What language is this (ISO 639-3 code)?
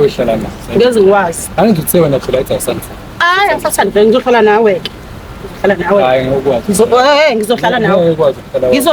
zul